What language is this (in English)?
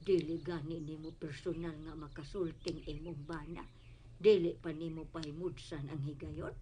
Cebuano